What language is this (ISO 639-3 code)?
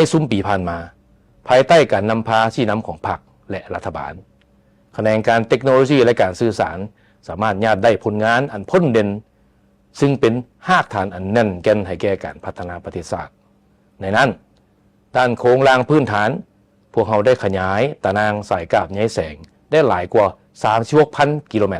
lao